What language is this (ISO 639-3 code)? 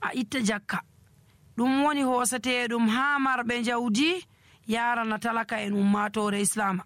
fuv